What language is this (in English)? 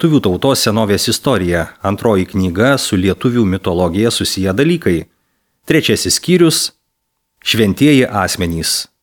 Lithuanian